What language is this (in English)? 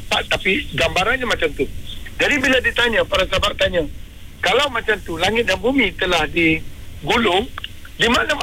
Malay